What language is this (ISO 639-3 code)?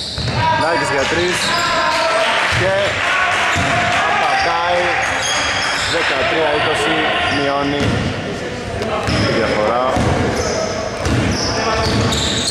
ell